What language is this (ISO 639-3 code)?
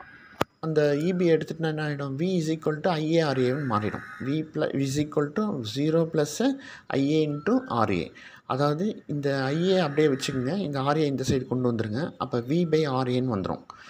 tam